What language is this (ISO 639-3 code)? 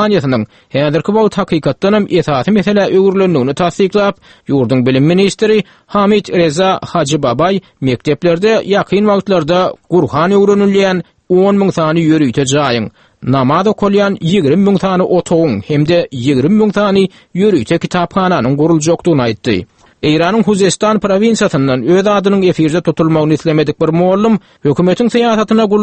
tuk